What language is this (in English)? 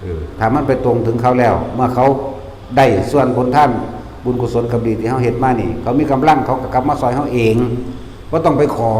Lao